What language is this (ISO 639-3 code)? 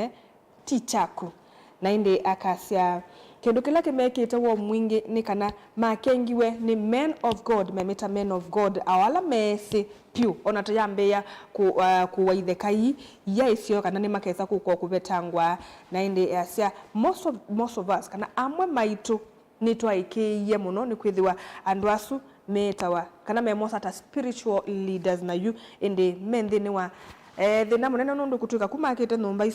kam